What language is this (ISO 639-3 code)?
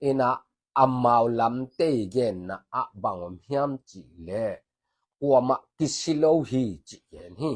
ctd